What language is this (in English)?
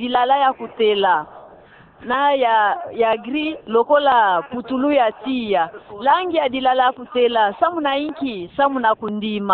Kituba (Democratic Republic of Congo)